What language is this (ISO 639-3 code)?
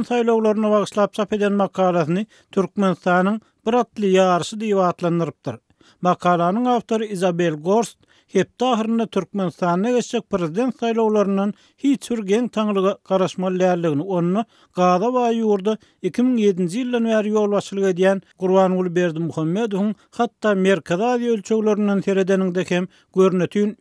tuk